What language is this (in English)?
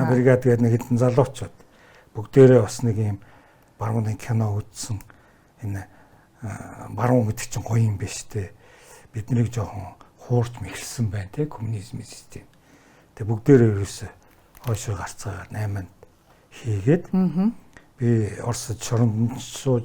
Mongolian